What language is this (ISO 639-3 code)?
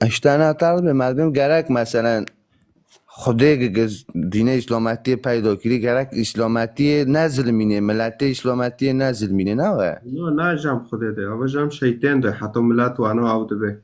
kur